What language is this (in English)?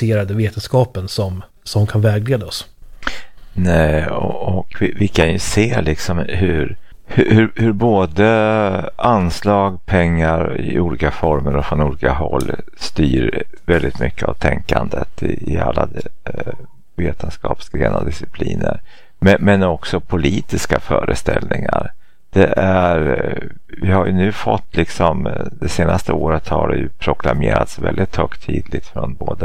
Swedish